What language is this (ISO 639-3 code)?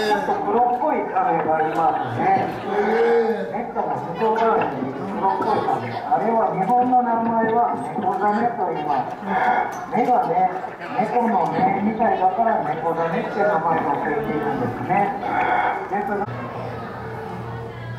jpn